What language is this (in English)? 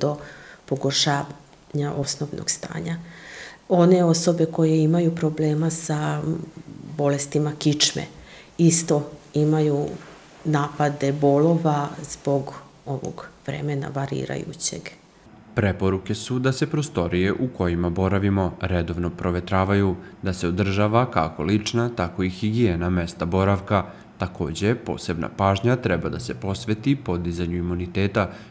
Serbian